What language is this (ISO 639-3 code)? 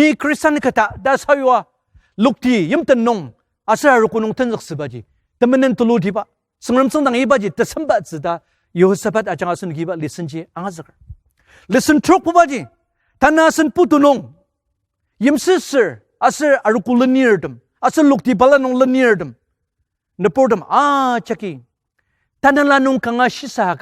njo